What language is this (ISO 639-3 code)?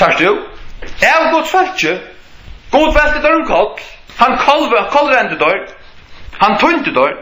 fao